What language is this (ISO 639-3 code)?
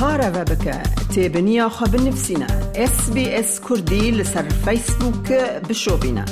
kur